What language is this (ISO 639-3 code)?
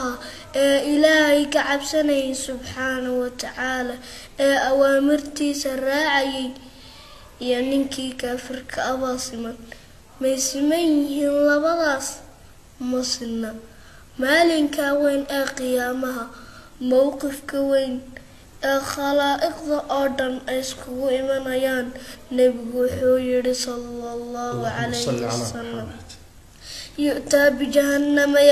som